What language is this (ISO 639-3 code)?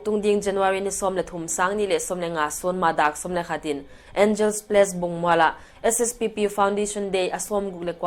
pck